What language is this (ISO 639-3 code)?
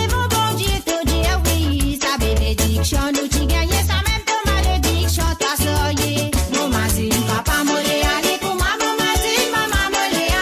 mfe